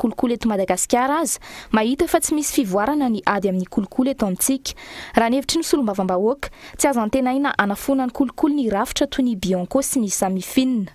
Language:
Malagasy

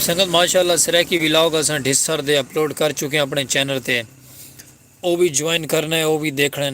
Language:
Saraiki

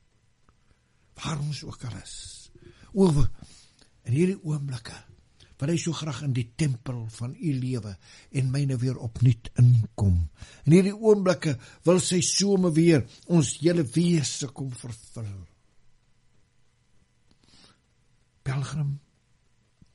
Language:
Afrikaans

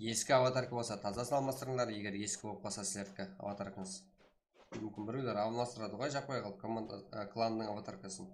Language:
Kara-Kalpak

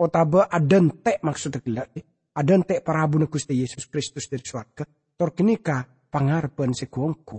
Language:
Madurese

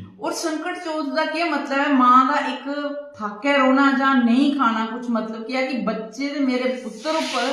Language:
Dogri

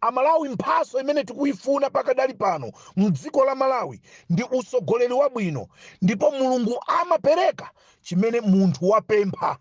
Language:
Nyanja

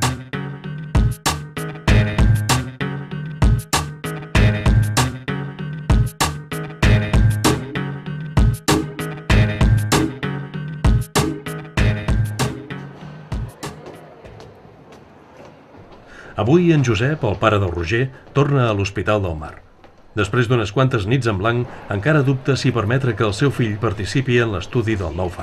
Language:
Catalan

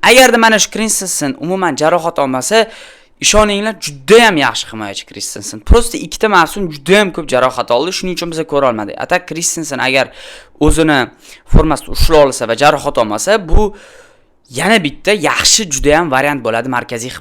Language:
Uzbek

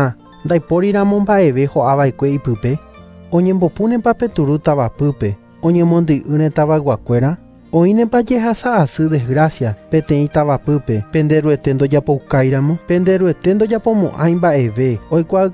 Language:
Guarani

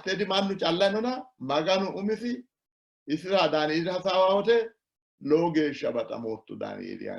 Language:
Sidamo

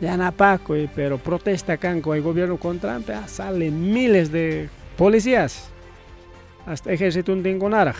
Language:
Ayacucho Quechua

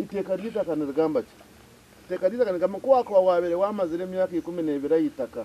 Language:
Nyankole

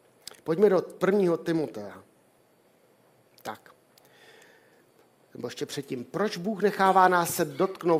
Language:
Czech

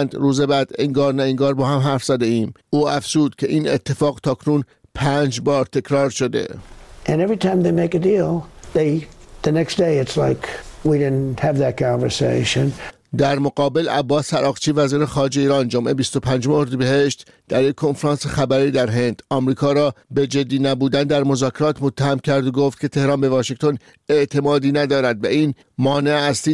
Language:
Persian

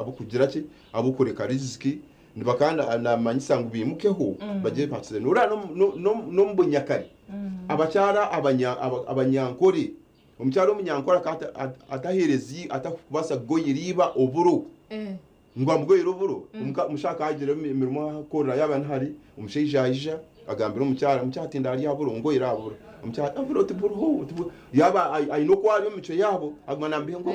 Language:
Nyankole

